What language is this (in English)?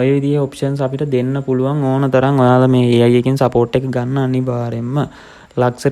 Sinhala